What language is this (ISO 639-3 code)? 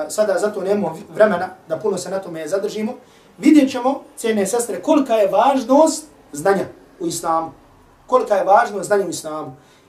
bos